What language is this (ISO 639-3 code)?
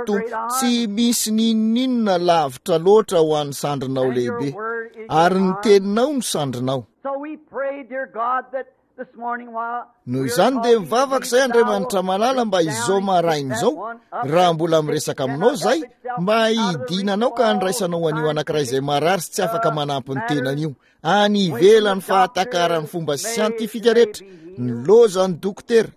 mlg